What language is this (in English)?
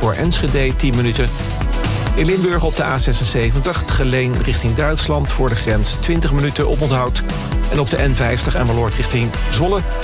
Dutch